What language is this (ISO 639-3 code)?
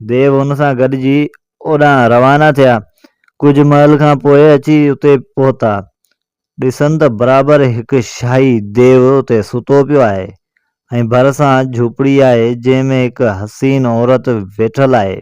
snd